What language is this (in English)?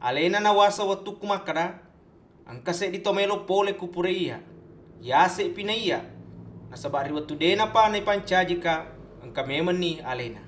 Buginese